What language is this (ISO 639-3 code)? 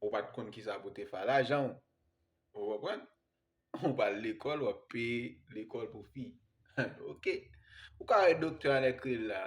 hat